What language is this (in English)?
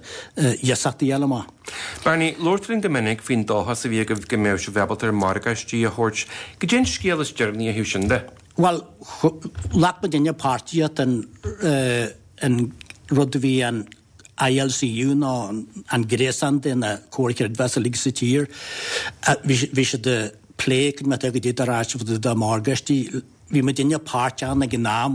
Irish